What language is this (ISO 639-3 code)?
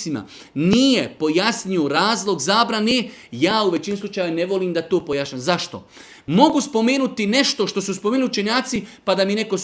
bos